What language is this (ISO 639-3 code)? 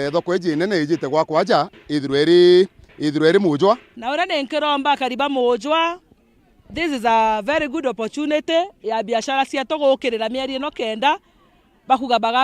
mer